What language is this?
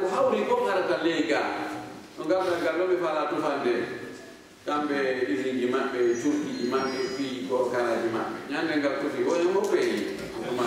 Fula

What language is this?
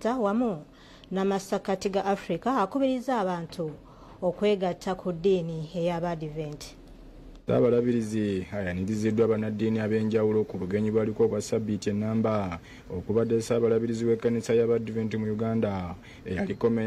Ganda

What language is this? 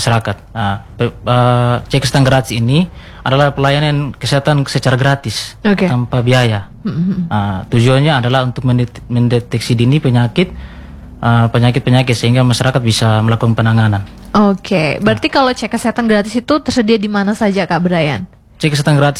Indonesian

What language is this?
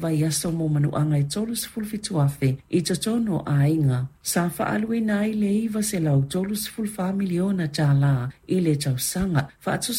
Samoan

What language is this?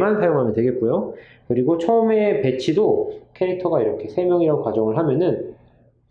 Korean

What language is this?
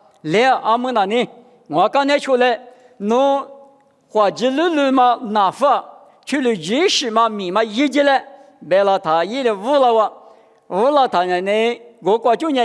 Lisu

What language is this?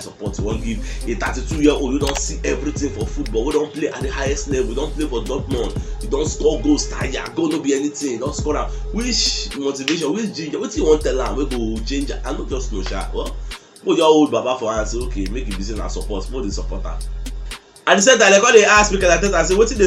Nigerian Pidgin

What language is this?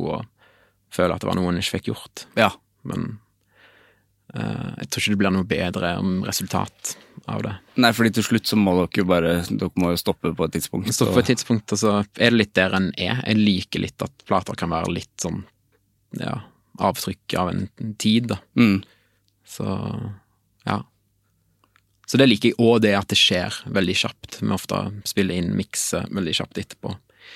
Norwegian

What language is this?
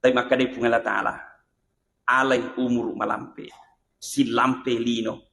Buginese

